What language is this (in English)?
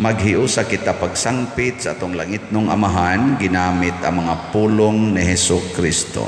Cebuano